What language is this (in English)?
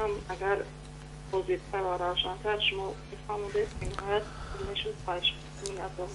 Persian